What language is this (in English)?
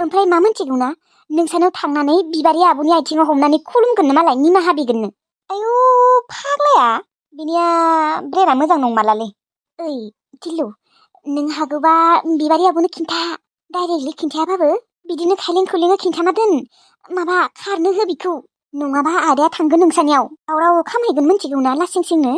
Bodo